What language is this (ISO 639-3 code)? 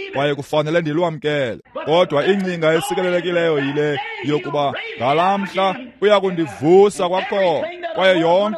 xho